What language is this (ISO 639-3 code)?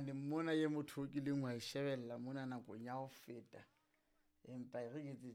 sot